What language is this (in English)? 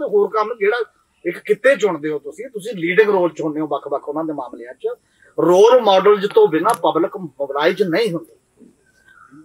Punjabi